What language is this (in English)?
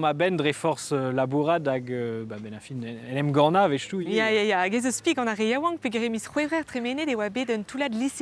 Breton